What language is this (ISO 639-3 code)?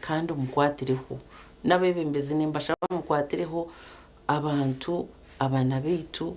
nyn